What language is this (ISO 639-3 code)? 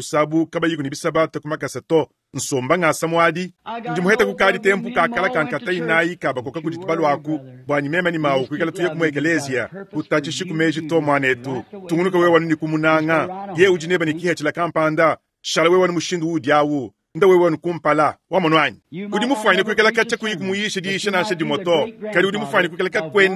lua